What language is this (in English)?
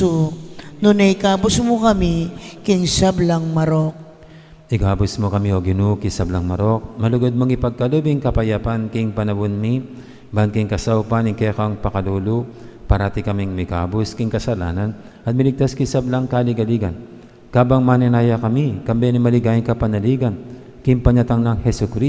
Pampanga